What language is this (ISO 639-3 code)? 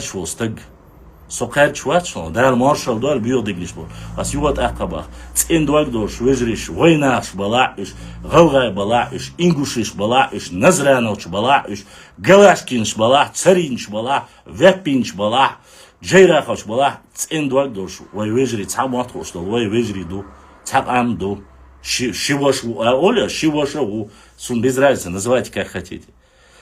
che